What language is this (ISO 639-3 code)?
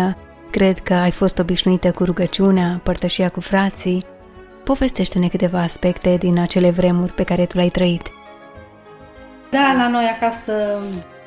ron